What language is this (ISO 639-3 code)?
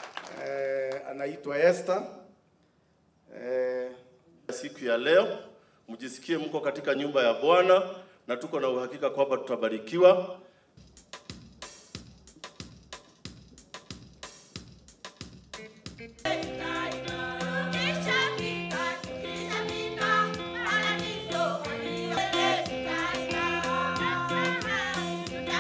swa